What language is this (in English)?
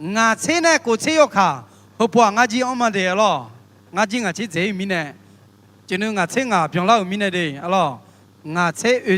Akha